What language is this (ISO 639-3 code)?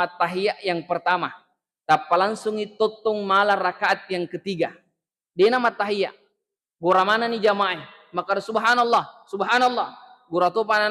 bug